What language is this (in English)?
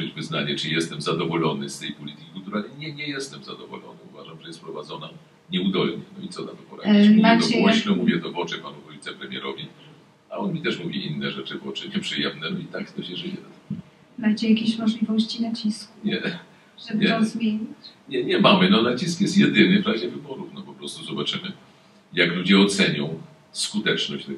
Polish